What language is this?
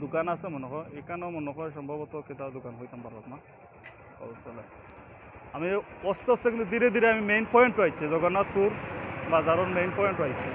Sylheti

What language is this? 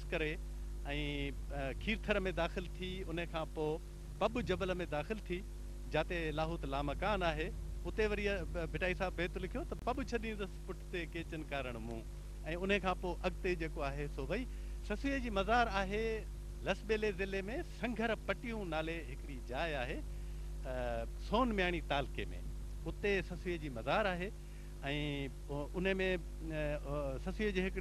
Sindhi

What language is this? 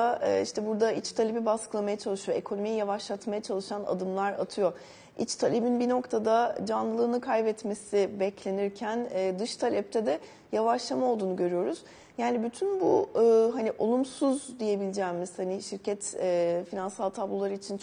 Turkish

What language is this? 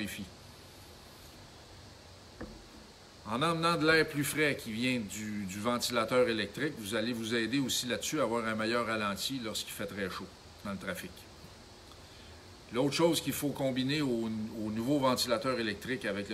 French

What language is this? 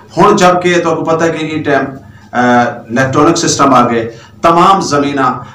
Saraiki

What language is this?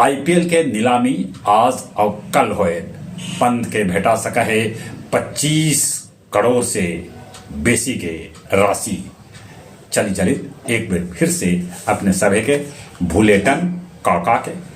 Magahi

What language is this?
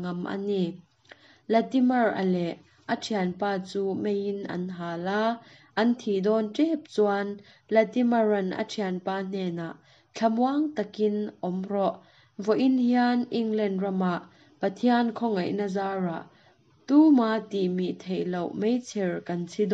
Mizo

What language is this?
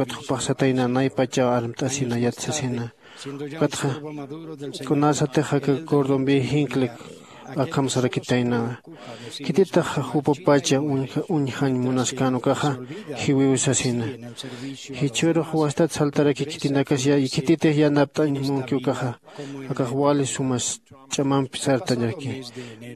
Aymara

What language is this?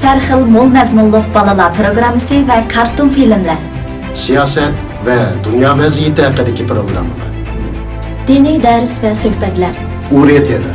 Uyghur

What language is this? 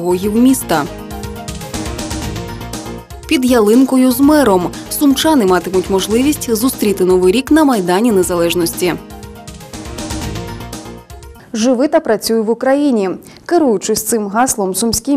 Ukrainian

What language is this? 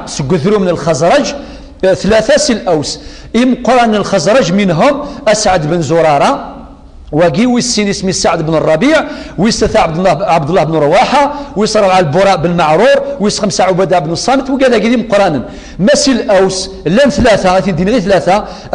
Kabyle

